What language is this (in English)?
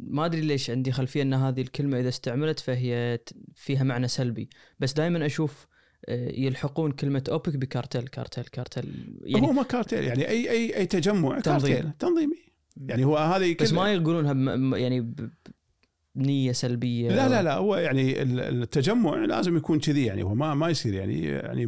Gulf Arabic